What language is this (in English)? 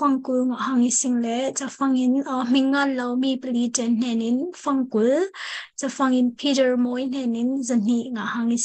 Falam Chin